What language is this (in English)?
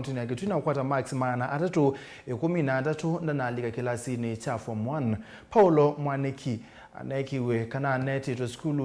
Kamba